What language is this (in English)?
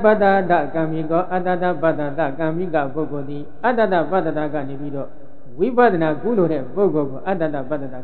Burmese